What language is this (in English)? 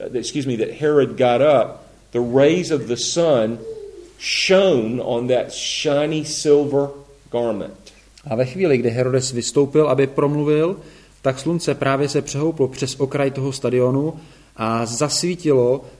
Czech